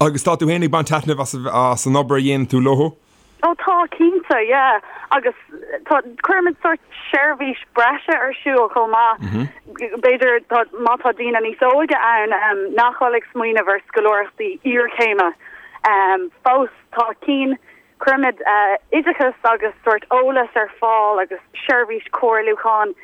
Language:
Irish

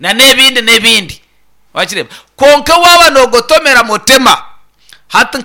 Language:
Nyankole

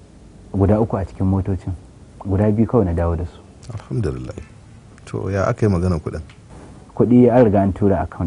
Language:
Hausa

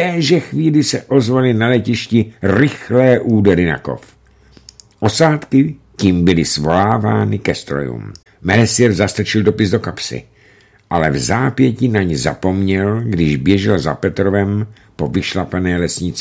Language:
Czech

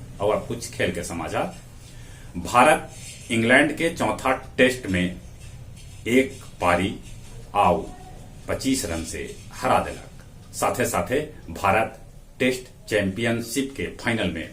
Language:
Magahi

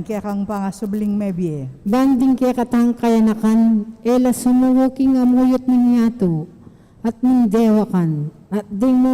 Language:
Pampanga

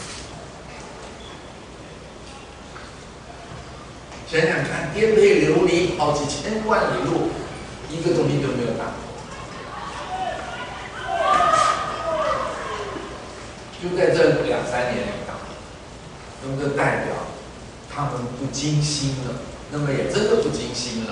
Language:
Chinese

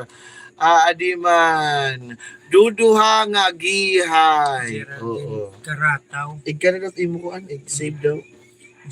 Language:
Waray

